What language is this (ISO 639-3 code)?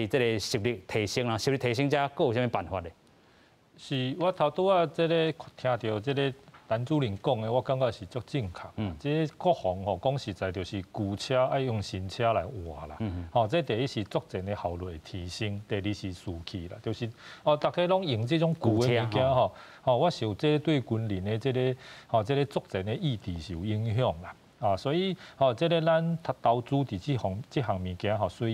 nan